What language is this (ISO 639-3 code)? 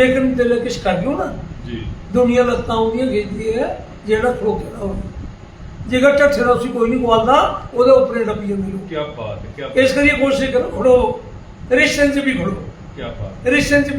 doi